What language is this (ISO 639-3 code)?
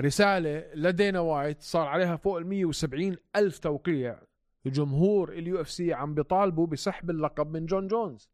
apc